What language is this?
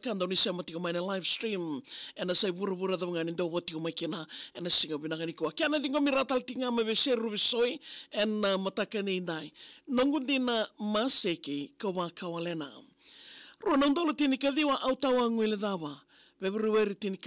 Fijian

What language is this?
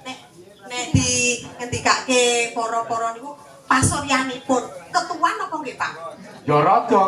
Javanese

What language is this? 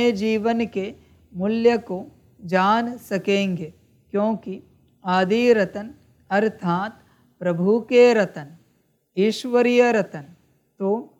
Hindi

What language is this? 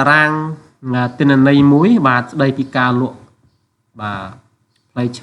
Khmer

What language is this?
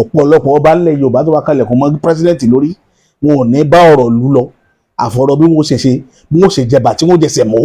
Yoruba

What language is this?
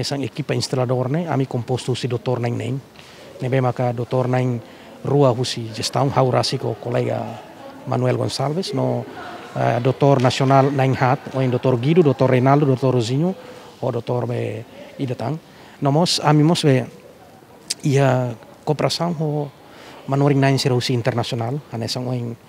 Tetum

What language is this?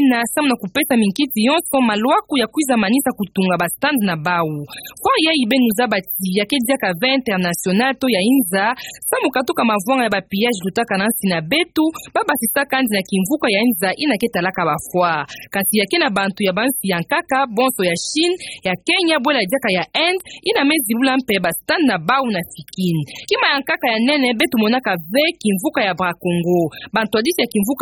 Kituba (Democratic Republic of Congo)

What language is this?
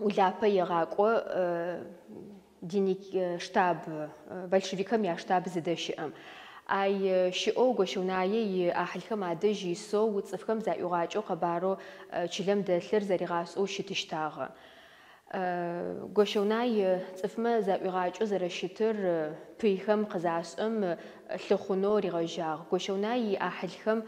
Adyghe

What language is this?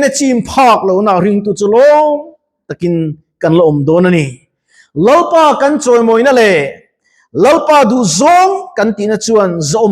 Mizo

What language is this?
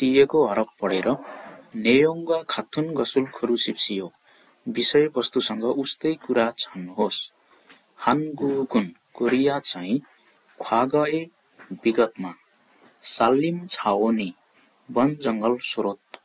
Nepali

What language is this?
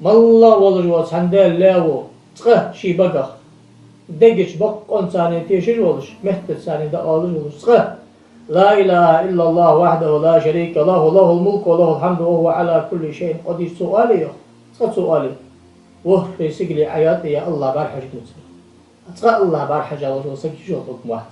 Ingush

